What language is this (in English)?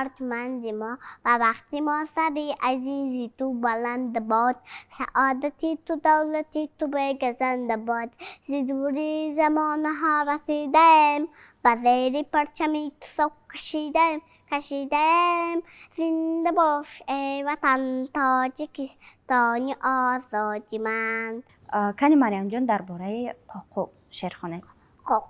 Tajik